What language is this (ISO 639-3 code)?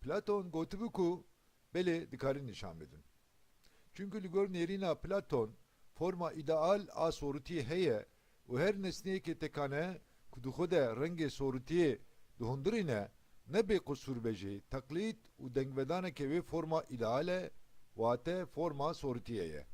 kur